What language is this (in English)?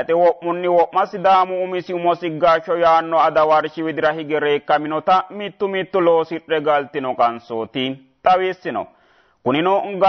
Sidamo